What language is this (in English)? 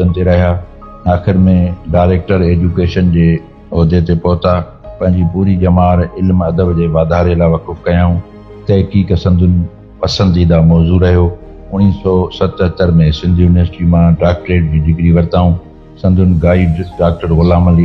Sindhi